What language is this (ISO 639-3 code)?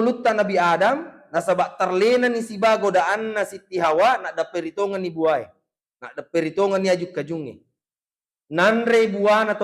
bug